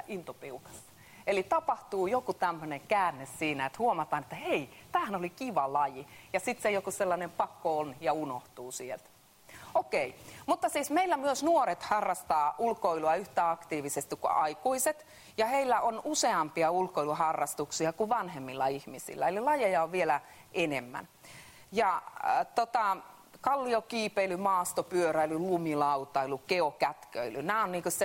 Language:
Finnish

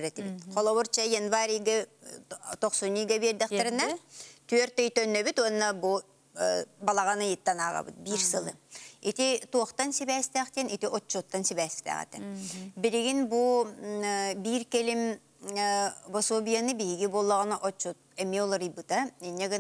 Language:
Yakut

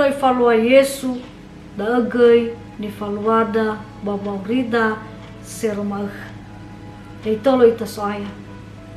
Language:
Nias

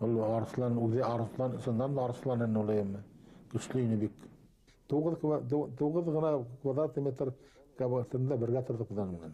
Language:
Bashkir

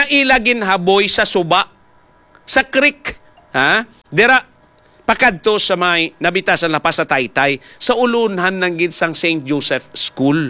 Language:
Hiligaynon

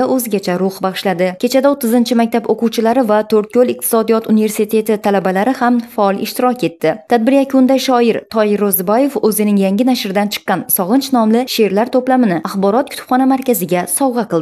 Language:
Uzbek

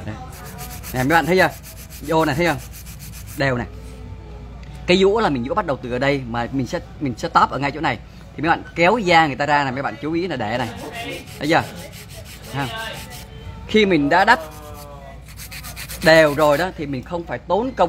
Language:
Vietnamese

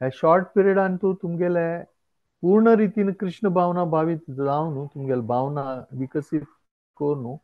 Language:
Konkani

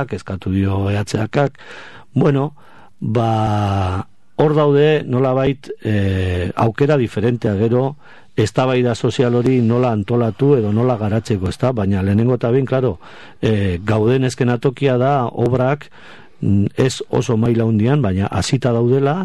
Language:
Basque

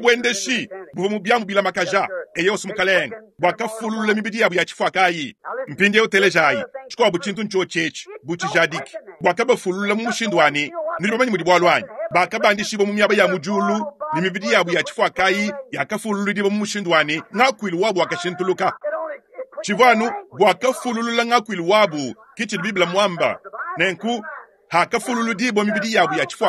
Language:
Luba-Lulua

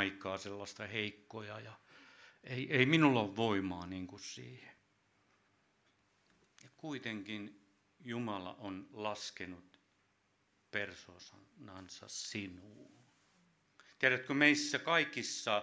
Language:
Finnish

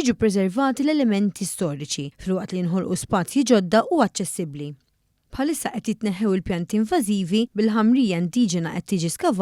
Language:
Maltese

